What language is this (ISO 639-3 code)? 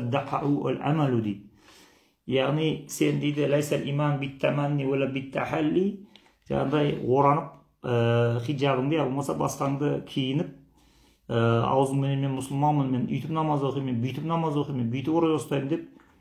kaz